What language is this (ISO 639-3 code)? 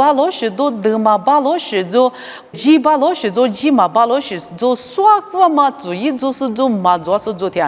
lis